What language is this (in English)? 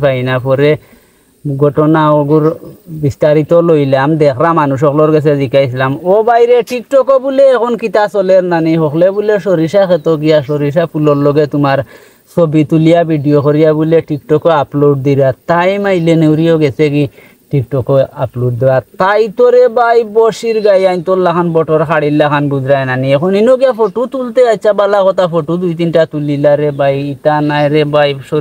Sylheti